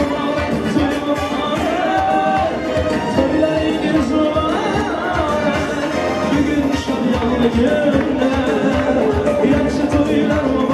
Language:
Turkmen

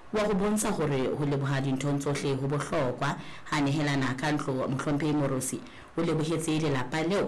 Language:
Southern Sotho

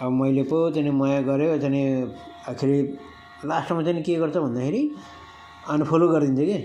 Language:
Nepali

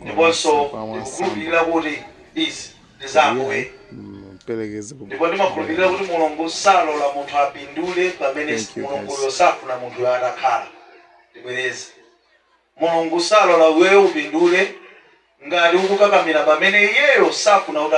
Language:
Nyanja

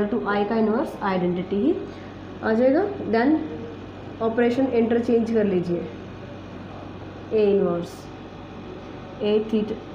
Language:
Hindi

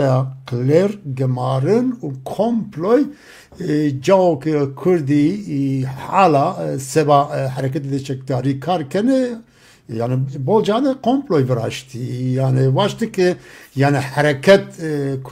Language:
Zaza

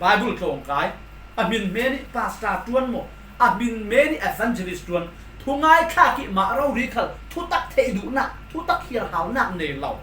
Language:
Falam Chin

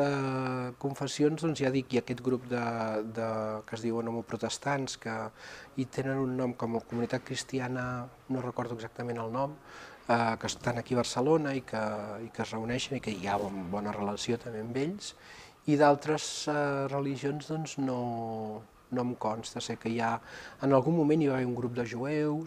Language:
Catalan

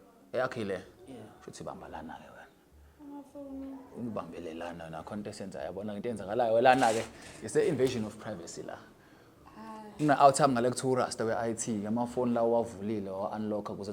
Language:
Zulu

